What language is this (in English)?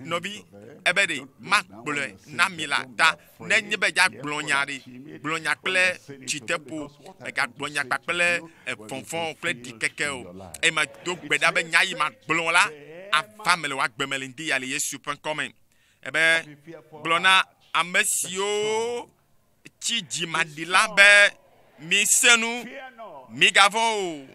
Ewe